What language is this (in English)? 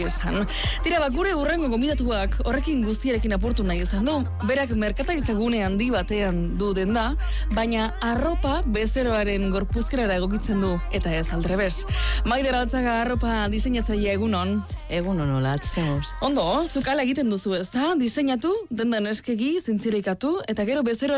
Basque